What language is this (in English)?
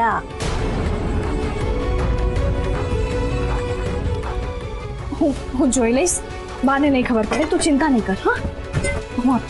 Gujarati